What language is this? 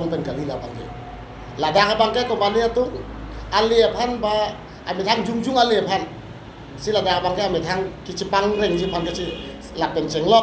Karbi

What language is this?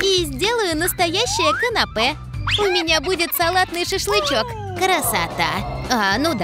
Russian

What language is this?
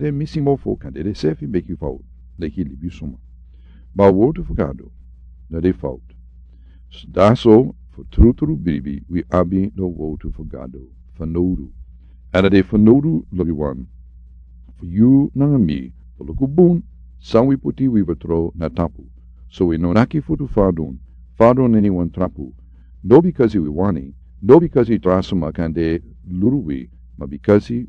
Sranan Tongo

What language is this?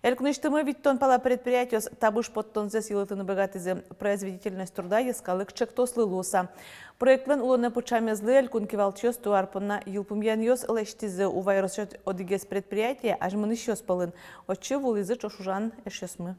Udmurt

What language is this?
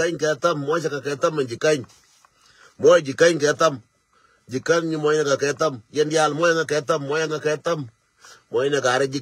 Nuer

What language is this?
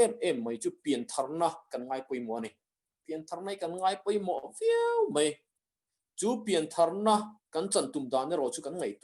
Mizo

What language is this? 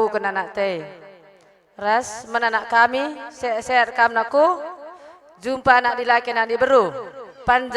Batak Karo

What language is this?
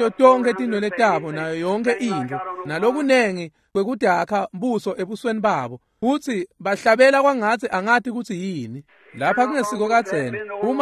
Swati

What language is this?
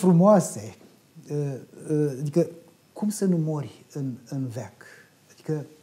Romanian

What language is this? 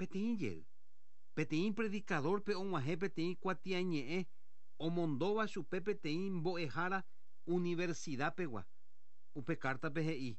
Guarani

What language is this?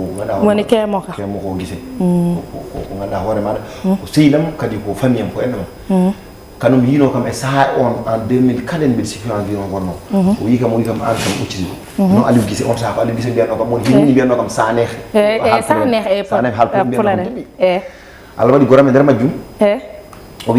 Fula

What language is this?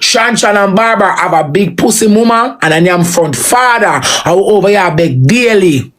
Jamaican Creole English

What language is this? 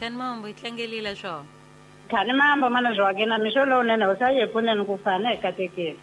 Tsonga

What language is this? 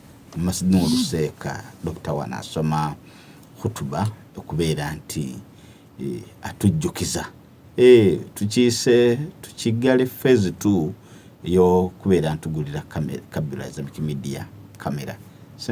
Ganda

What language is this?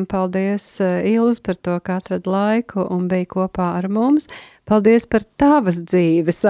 Latvian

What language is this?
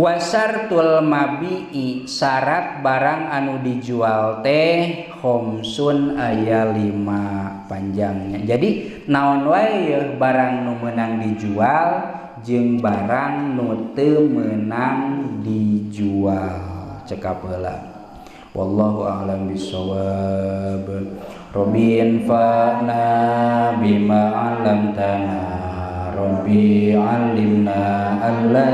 Sundanese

